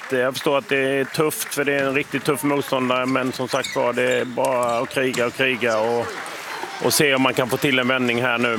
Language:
Swedish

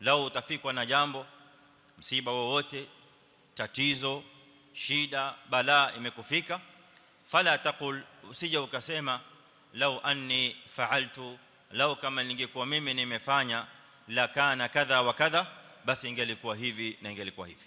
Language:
Swahili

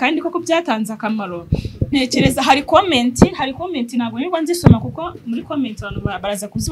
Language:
Kinyarwanda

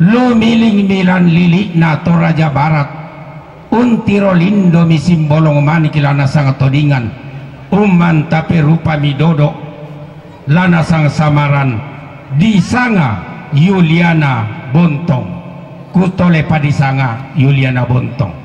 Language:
Toraja-Sa'dan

